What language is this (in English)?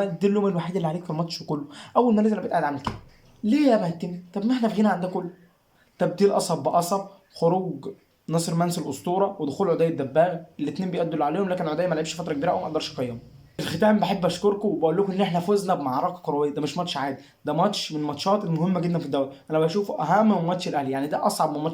Egyptian Arabic